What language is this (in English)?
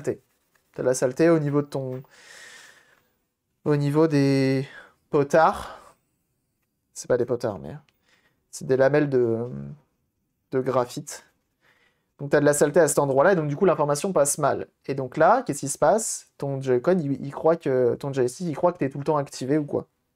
French